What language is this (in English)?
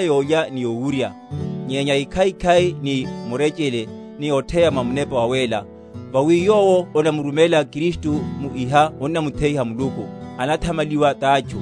Makhuwa